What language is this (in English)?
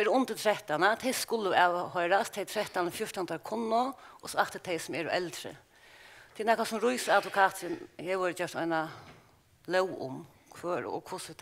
Faroese